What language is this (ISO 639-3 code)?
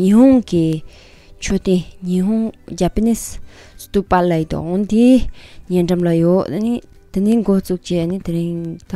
bod